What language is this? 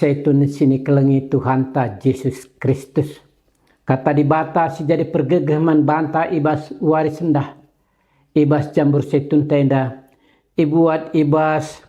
Batak Karo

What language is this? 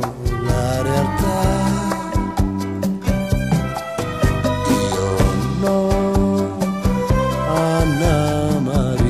Italian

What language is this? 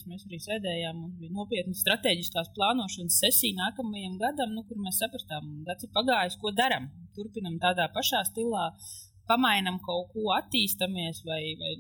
Latvian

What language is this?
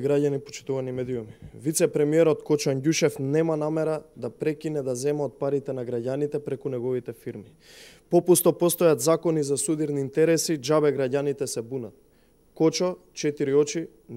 Macedonian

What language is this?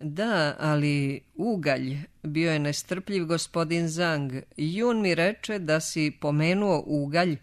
Serbian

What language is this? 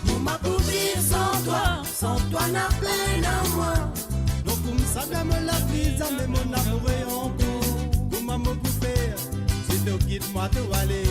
Morisyen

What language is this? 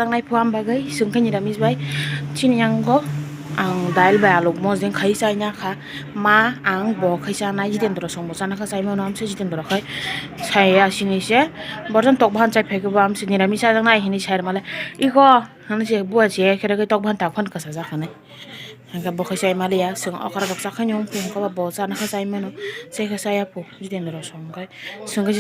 Kok Borok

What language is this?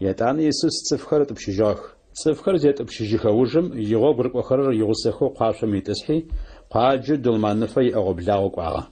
Adyghe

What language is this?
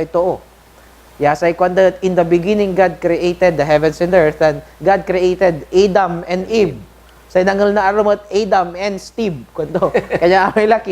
Pangasinan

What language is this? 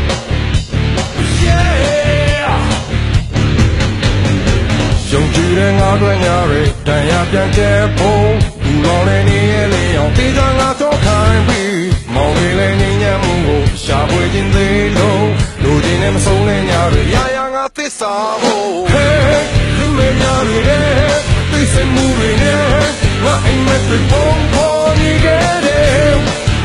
Burmese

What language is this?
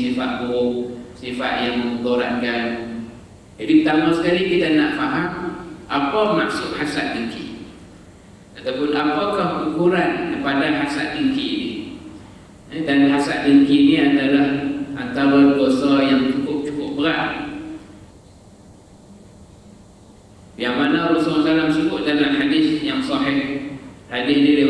Malay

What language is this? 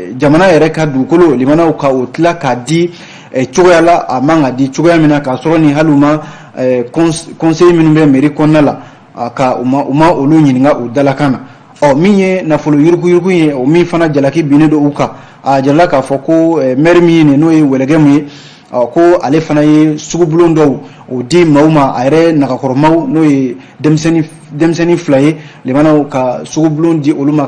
Bambara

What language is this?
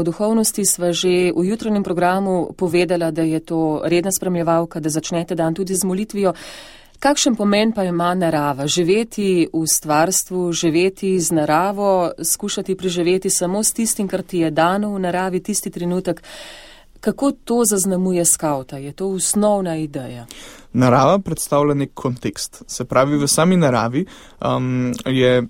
Slovenian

